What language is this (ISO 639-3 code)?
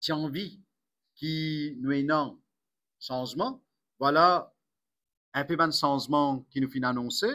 mfe